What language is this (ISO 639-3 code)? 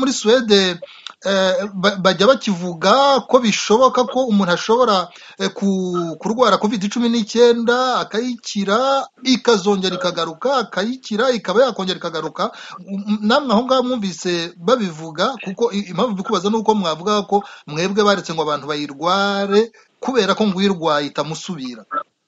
kin